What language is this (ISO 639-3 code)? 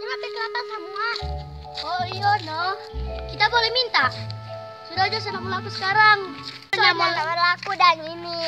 xmm